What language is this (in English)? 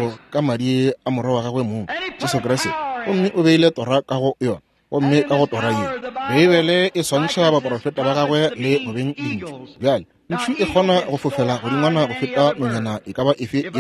Northern Sotho